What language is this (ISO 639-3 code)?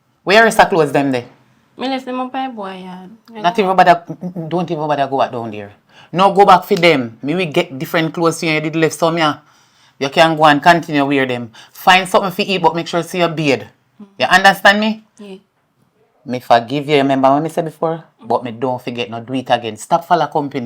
jam